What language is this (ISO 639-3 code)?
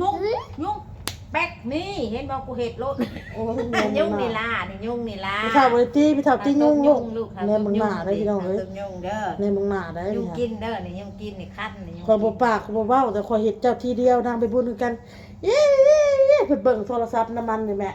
tts